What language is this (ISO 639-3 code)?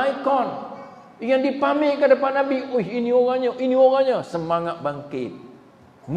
msa